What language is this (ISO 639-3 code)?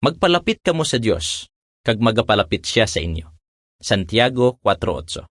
hil